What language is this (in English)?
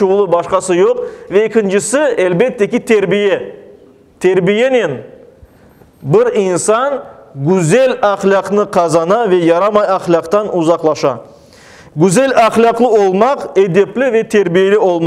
Crimean Tatar